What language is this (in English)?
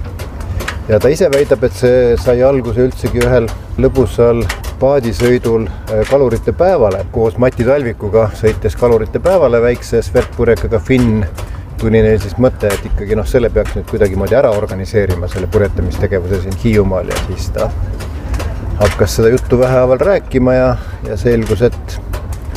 Estonian